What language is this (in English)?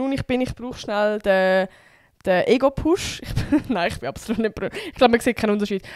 Swiss German